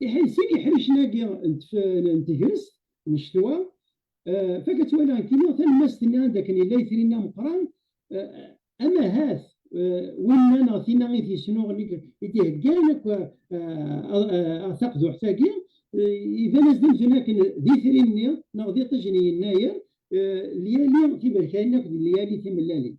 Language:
Kabyle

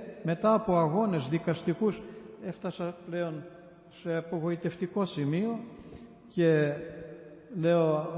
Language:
Greek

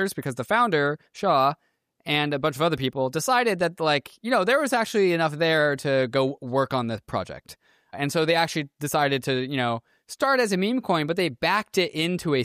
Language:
English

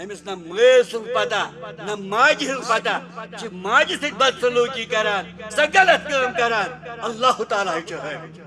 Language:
Kashmiri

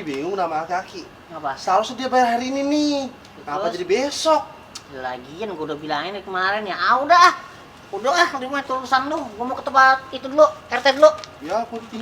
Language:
Betawi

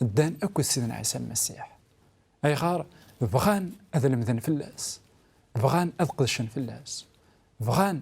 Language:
Kabyle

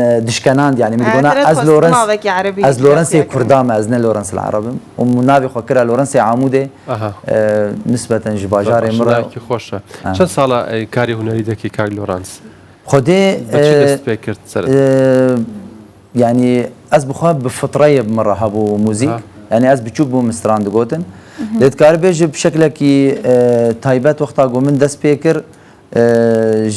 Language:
Kurdish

